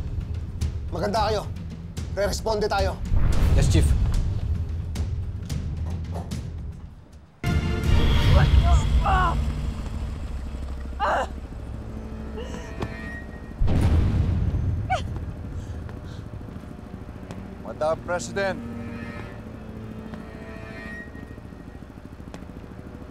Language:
Filipino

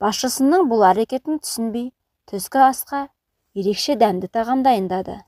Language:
Kazakh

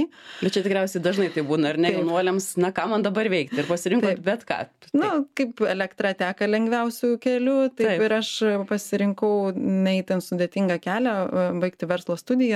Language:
Lithuanian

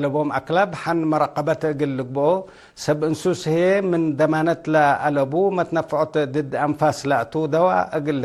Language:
Tigre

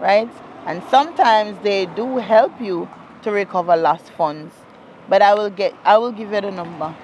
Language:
Jamaican Creole English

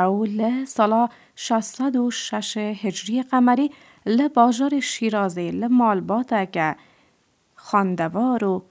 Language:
Kurdish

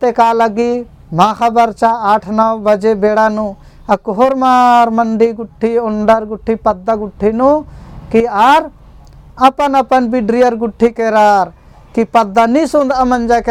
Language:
Kurukh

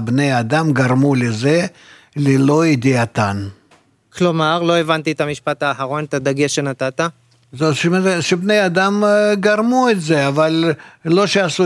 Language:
Hebrew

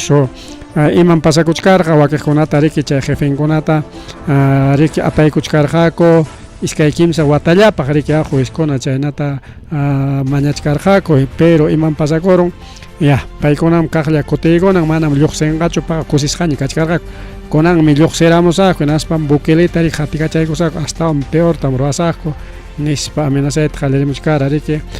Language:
Ayacucho Quechua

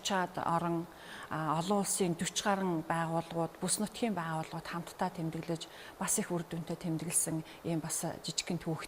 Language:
Mongolian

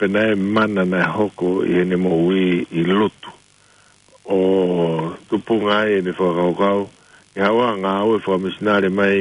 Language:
Tongan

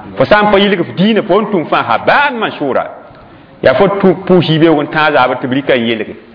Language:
Mossi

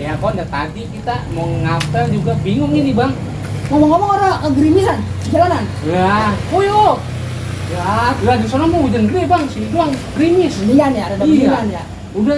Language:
Betawi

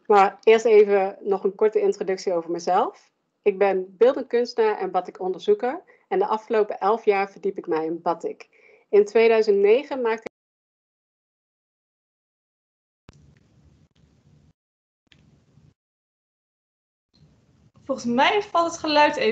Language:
Dutch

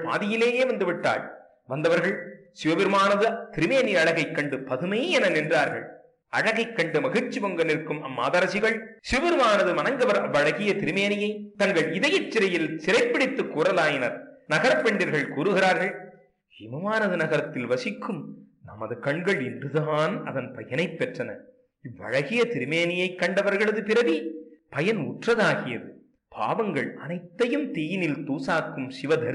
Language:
Tamil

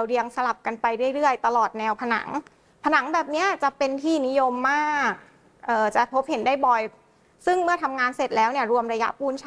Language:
Thai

